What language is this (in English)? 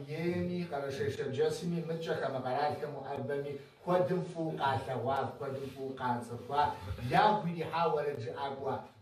Kabardian